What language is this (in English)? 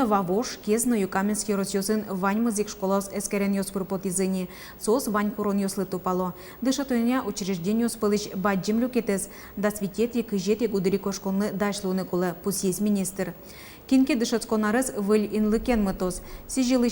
Udmurt